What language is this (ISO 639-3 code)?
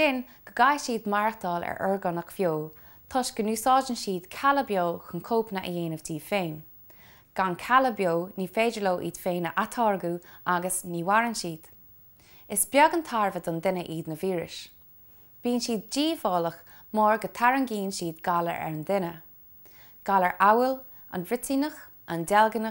gle